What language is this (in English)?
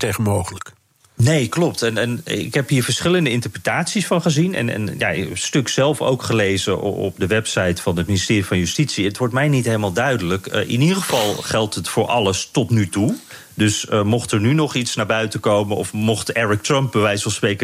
Dutch